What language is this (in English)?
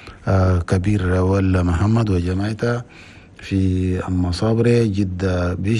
Chadian Arabic